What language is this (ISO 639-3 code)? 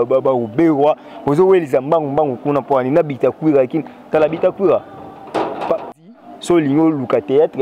lin